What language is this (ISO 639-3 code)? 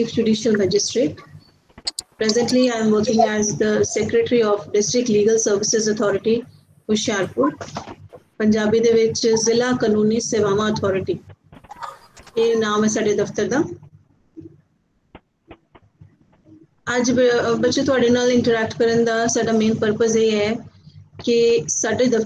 pan